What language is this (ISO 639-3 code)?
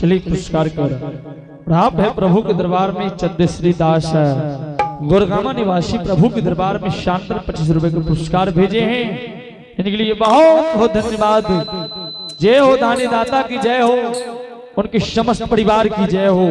anp